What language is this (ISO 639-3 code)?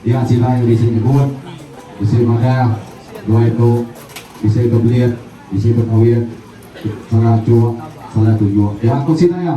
iba